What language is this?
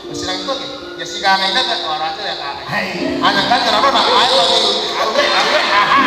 Gilbertese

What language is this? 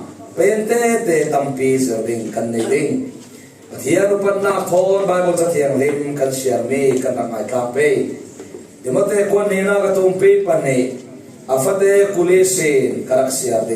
Falam Chin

